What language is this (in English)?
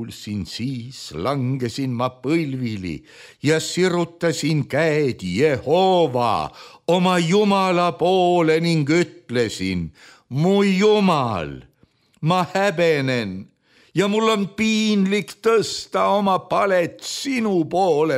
Estonian